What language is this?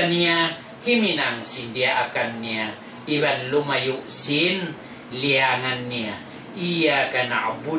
Tausug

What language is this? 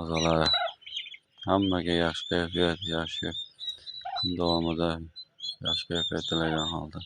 Uzbek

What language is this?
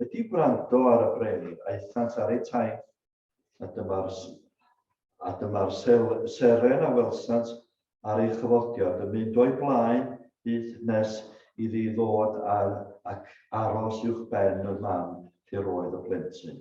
Welsh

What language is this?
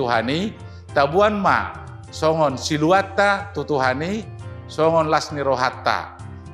Batak Toba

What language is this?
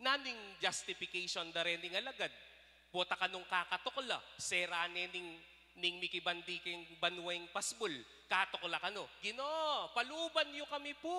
Pampanga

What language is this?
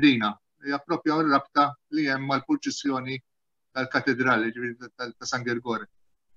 Maltese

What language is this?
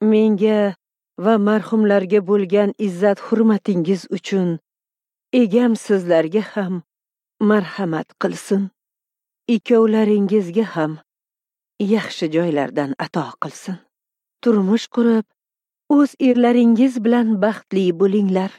Uzbek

